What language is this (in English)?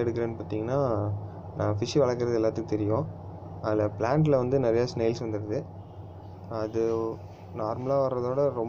Tamil